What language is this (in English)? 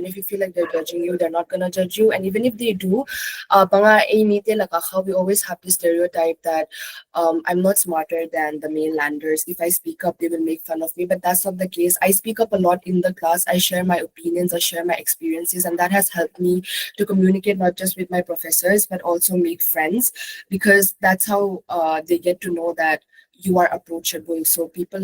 Paite Chin